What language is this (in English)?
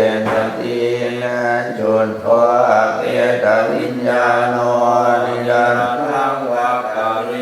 Pali